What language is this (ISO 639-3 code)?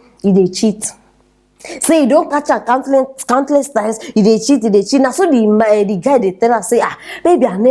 pcm